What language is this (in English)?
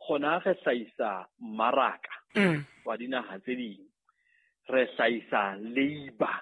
Southern Sotho